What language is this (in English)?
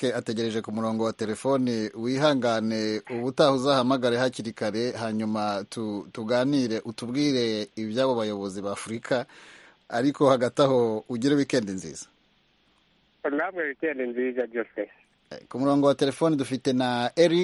Kinyarwanda